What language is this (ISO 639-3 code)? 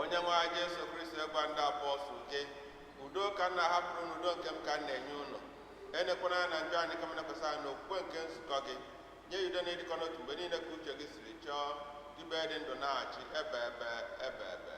ibo